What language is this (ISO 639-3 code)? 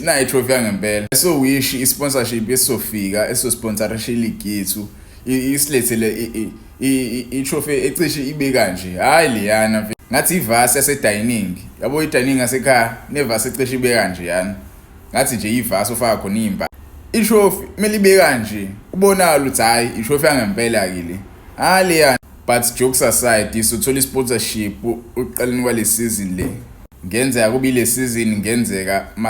zul